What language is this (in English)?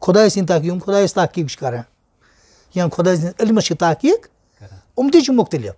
Kashmiri